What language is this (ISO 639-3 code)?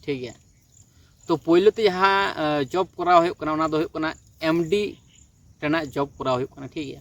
sat